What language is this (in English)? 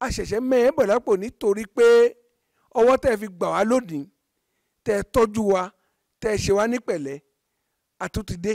Yoruba